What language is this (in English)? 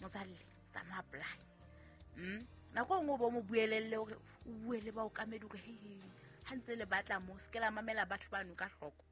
Southern Sotho